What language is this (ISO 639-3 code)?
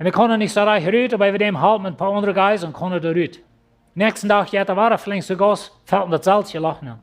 pdt